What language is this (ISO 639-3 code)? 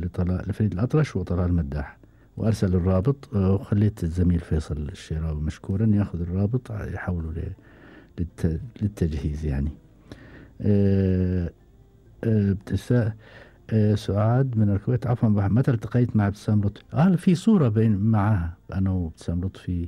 afb